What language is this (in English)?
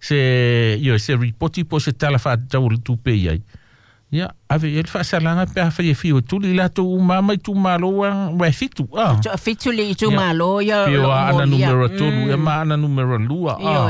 Samoan